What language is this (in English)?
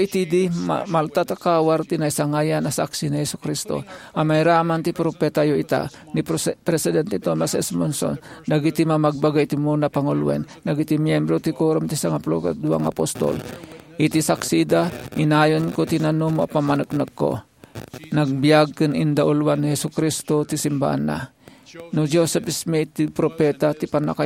Iloko